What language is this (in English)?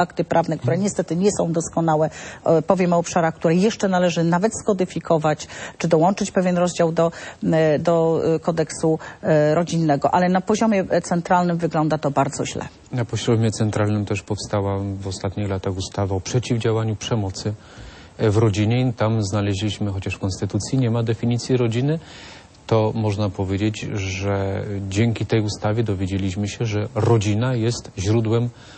Polish